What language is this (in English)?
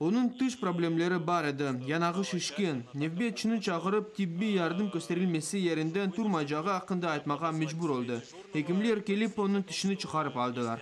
Crimean Tatar